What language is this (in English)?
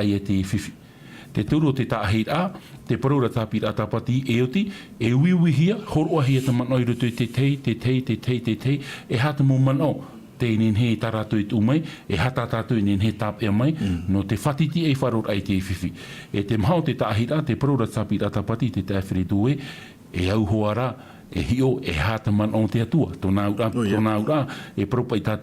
Tahitian